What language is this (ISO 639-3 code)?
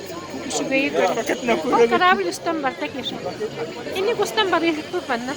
sah